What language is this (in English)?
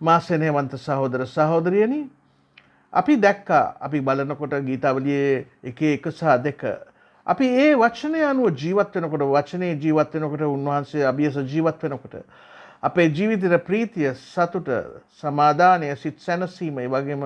Sinhala